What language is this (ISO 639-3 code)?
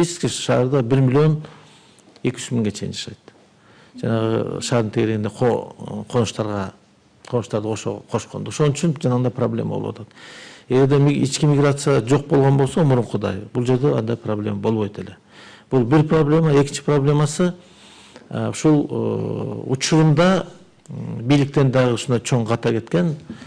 kir